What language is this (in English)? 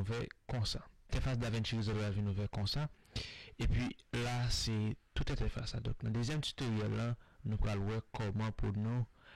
Haitian Creole